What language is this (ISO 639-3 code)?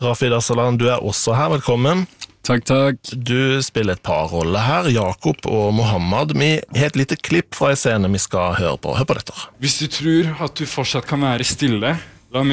nor